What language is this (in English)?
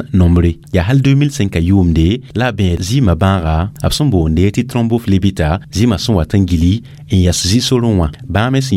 Mossi